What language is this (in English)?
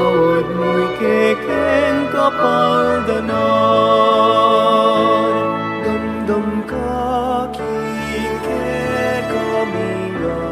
Pampanga